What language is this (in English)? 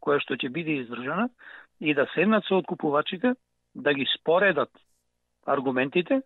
Macedonian